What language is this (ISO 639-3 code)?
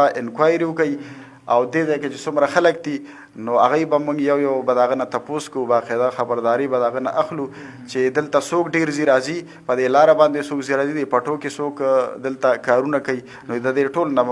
pus